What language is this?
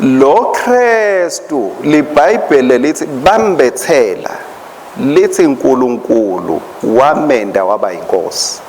Swati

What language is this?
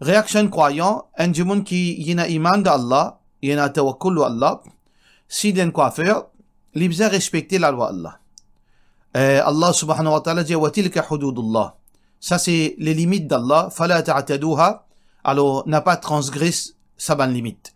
Morisyen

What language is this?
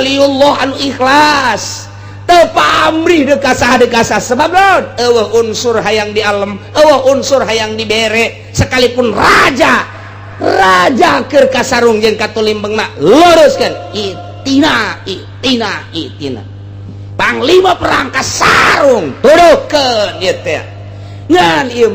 Sundanese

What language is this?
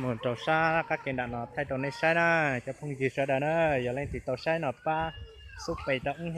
Hmong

